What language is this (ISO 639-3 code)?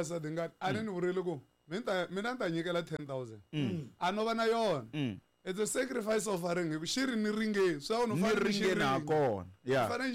tso